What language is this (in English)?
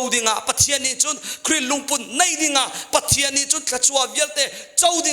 Hakha Chin